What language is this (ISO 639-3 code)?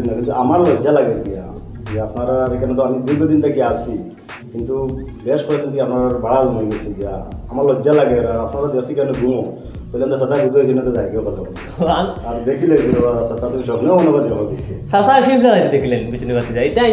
syl